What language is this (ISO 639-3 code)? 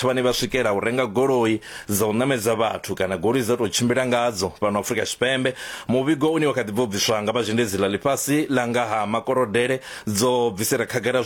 ven